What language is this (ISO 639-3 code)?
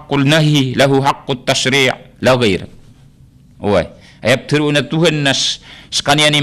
mrw